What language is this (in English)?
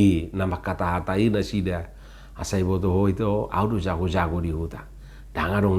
Batak Toba